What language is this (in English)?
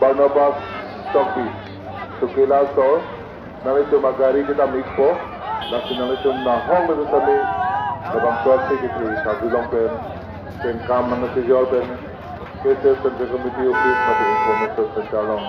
Karbi